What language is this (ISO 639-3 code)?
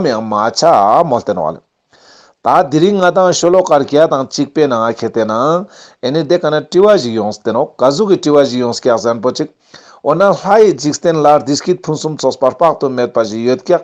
lbj